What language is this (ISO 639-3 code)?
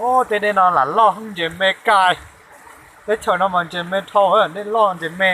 hmn